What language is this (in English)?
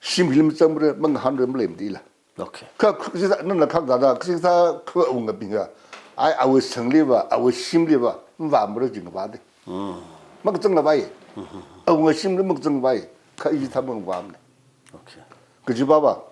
Tangkhul Naga (India)